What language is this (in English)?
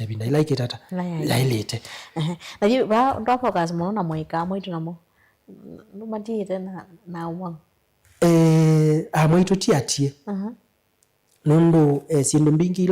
Kamba